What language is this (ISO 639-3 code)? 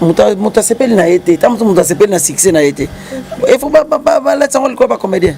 lin